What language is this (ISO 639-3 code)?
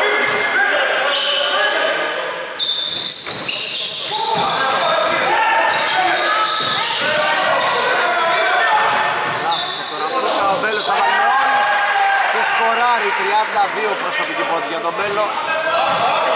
ell